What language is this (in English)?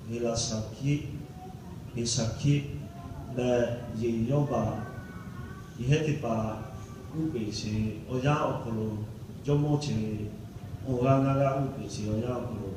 Lahu